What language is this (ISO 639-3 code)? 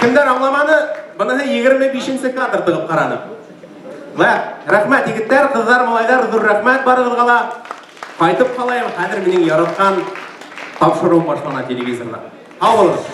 bak